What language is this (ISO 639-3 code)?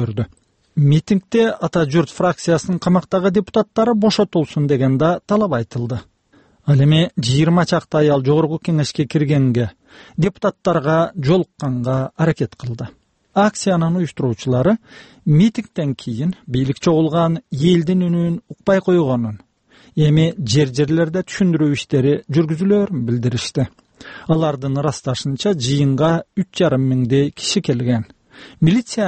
kir